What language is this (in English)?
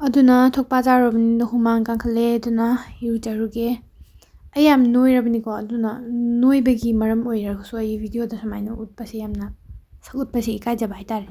Manipuri